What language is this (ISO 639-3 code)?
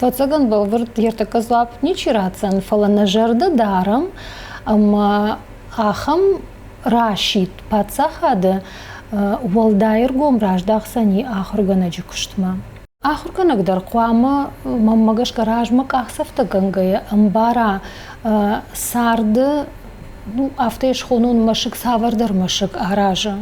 oss